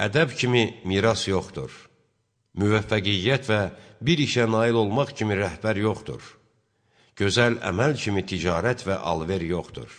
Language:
Azerbaijani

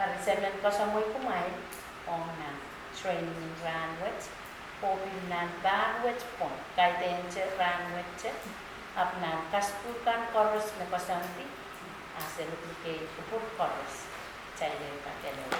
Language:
Pohnpeian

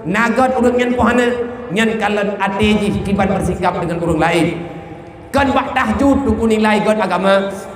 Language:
Achinese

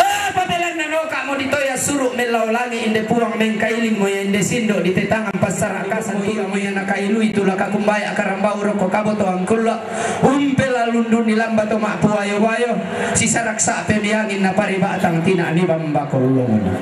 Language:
Toraja-Sa'dan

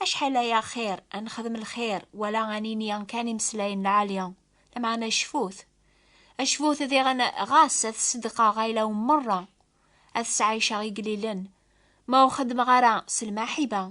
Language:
Kabyle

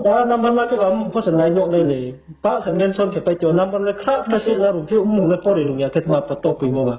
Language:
Riang (India)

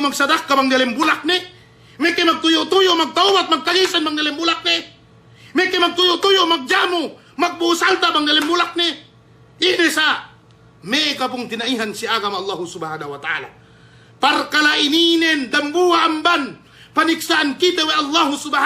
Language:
Yakan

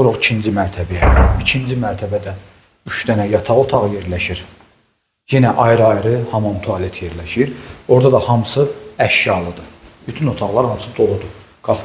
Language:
Azerbaijani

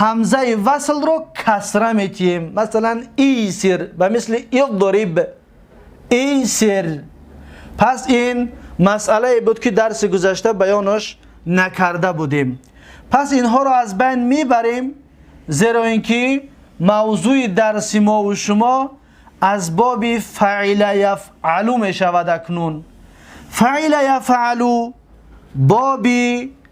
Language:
Tajik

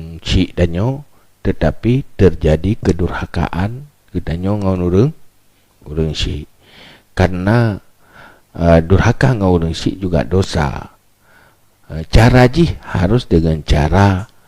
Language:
Achinese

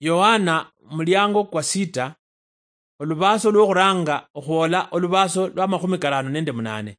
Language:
Luyia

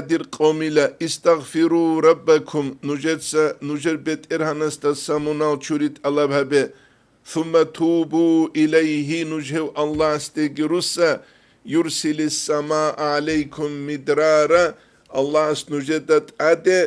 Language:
Avaric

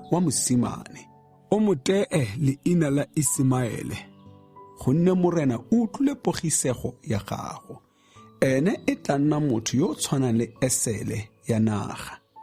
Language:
Tswana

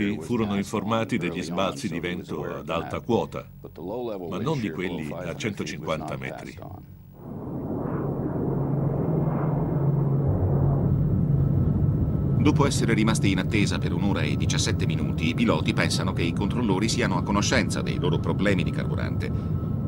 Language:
Italian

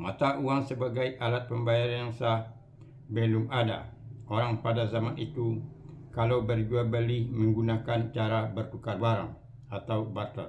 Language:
Minangkabau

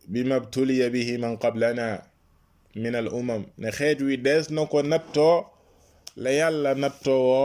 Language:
Wolof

